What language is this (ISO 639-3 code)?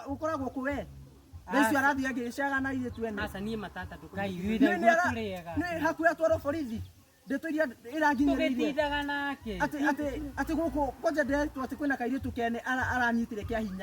kik